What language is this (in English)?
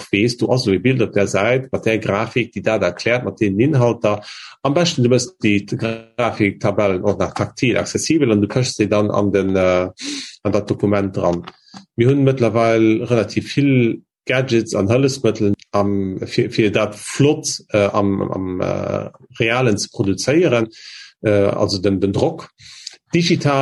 Luxembourgish